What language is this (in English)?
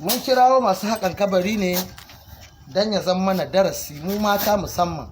Hausa